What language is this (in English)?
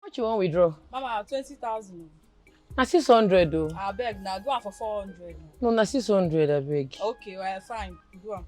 Nigerian Pidgin